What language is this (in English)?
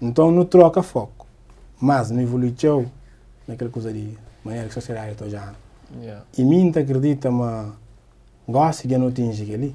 Kabuverdianu